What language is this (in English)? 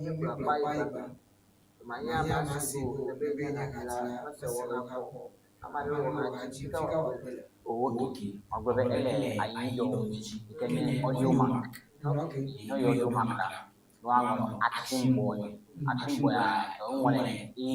Ewe